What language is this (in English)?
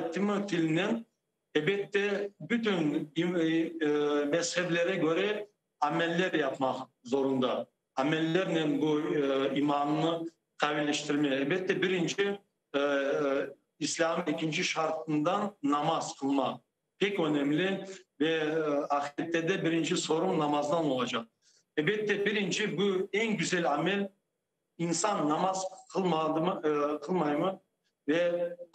Crimean Tatar